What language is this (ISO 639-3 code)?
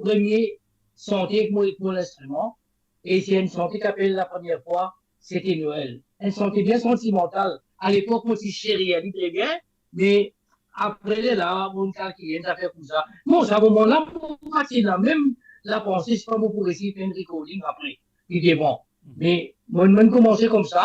mfe